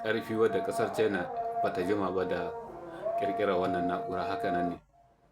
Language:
Hausa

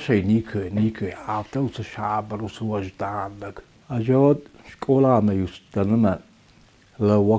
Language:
Ossetic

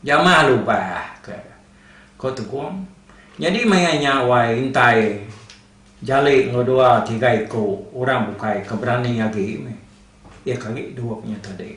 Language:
Iban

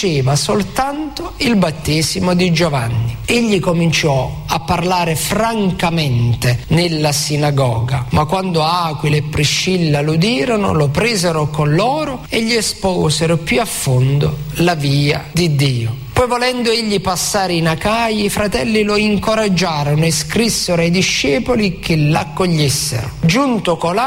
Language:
Italian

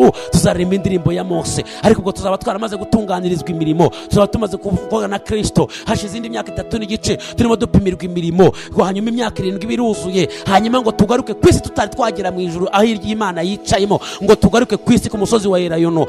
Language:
Kinyarwanda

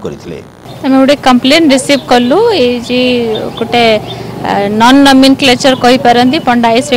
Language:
Odia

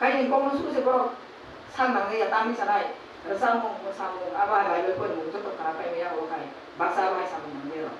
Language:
Kok Borok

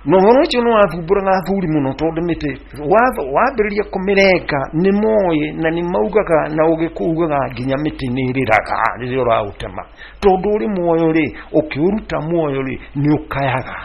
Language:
Kikuyu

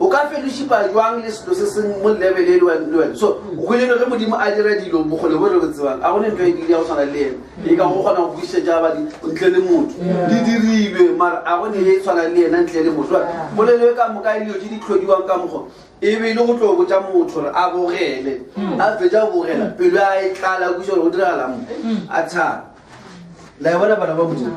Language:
Northern Sotho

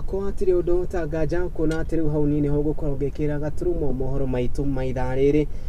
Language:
Kikuyu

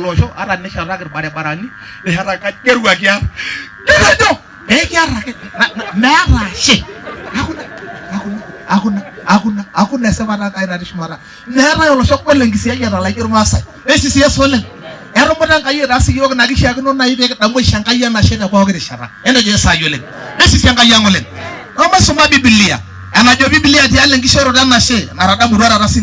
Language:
Masai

